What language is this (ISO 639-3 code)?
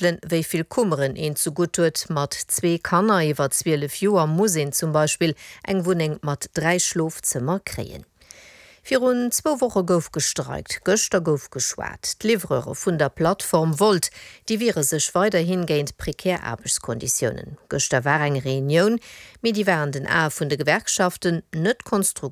ltz